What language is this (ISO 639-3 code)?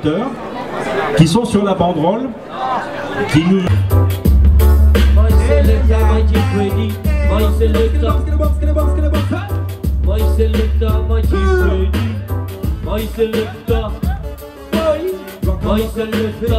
fra